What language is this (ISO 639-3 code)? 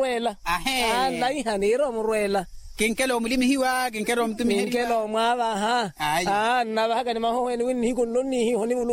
vmw